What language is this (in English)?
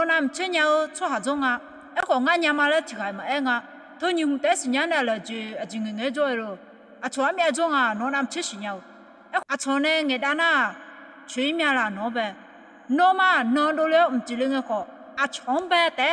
Akha